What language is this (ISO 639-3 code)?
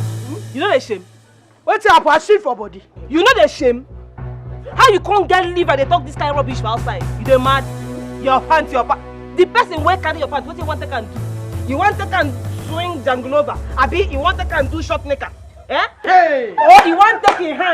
pcm